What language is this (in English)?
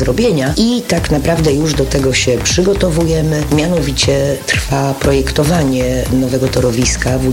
Polish